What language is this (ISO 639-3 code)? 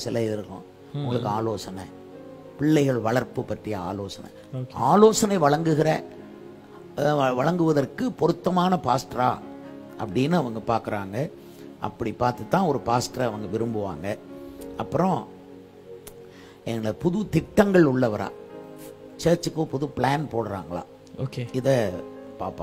tam